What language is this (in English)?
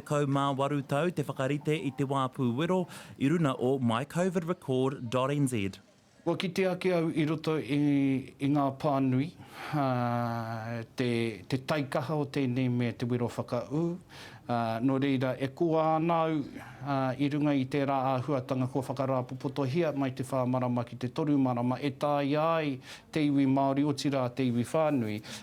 Māori